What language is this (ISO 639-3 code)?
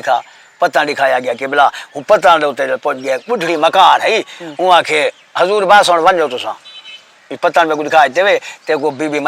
skr